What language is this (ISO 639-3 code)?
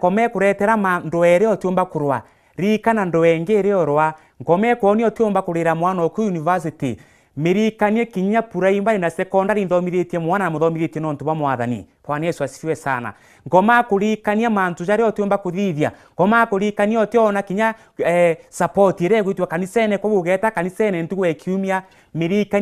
mer